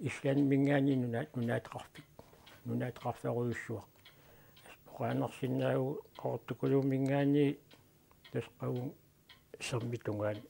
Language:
Kalaallisut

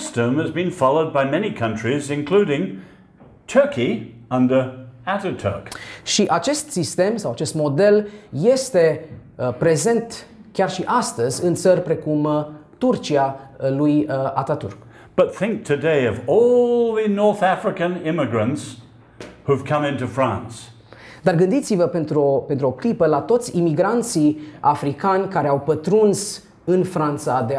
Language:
Romanian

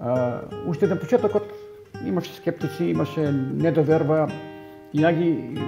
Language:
Macedonian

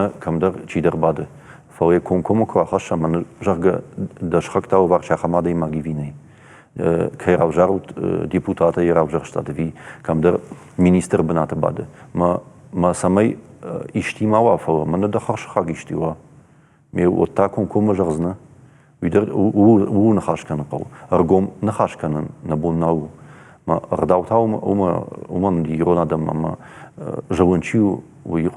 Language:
Ossetic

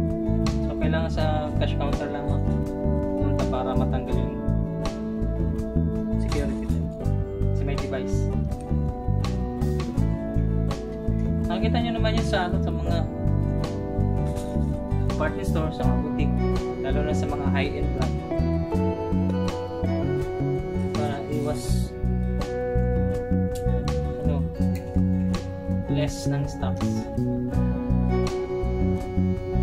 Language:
Filipino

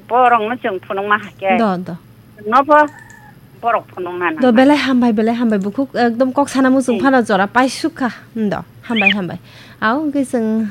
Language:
Kok Borok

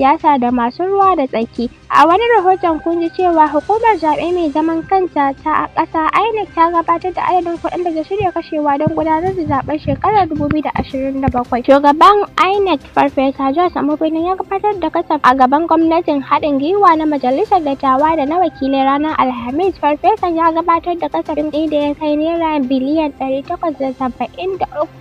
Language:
Hausa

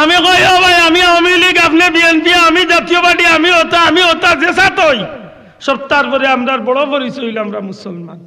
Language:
Sylheti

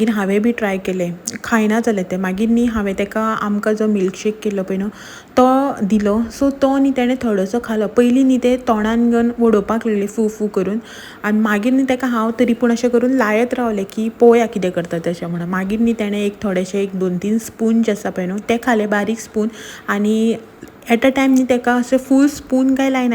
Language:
Konkani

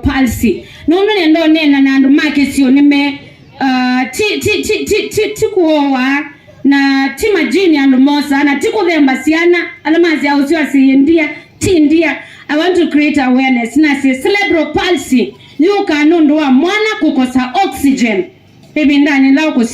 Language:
Kamba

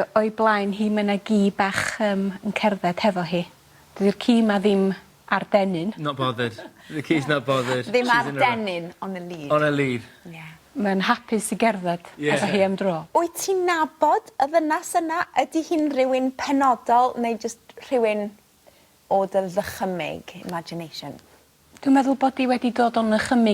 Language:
Welsh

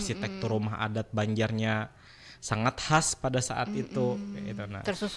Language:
Banjar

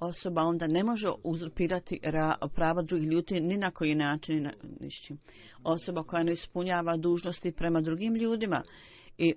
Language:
Bosnian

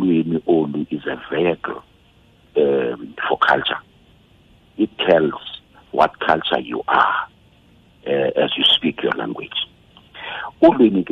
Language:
Xhosa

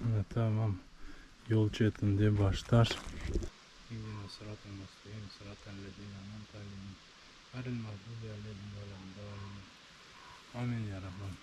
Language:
Crimean Tatar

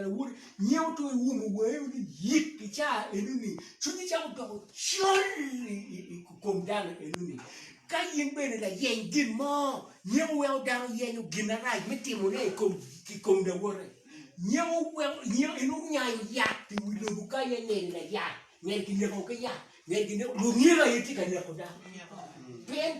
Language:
Acoli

